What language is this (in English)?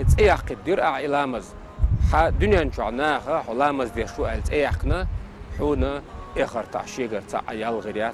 Chechen